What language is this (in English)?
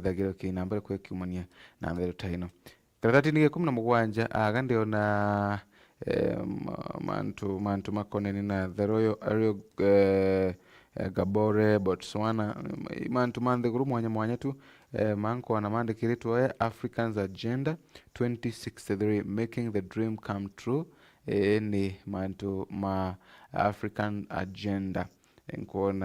Meru